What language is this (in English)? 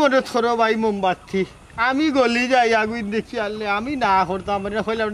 Sylheti